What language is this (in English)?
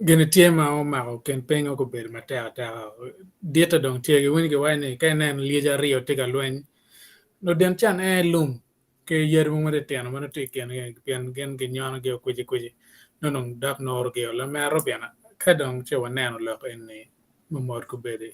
Acoli